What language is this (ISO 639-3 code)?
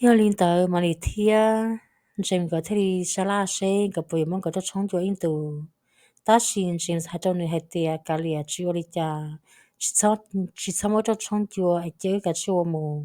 hmn